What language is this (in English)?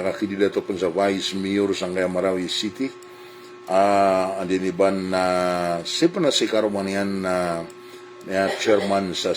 Maranao